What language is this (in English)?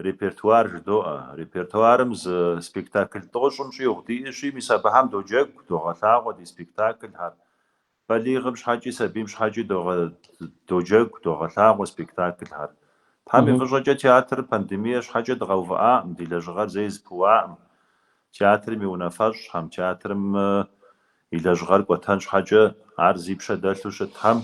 Kabardian